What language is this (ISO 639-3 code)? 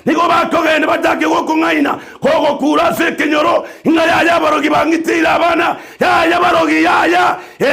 guz